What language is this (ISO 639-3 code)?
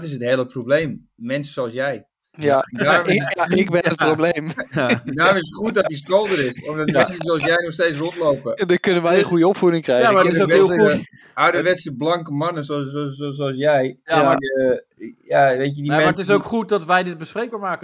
nld